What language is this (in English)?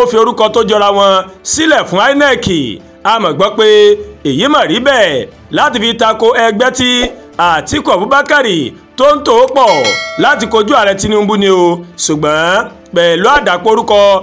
Yoruba